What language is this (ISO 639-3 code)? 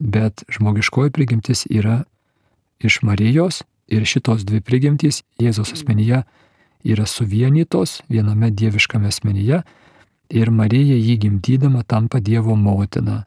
lit